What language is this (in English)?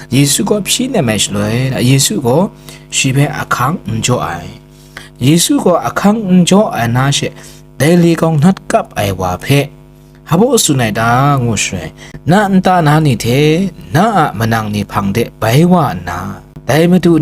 Kachin